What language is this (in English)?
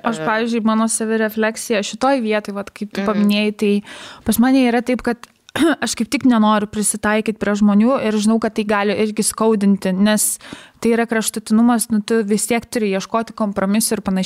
Lithuanian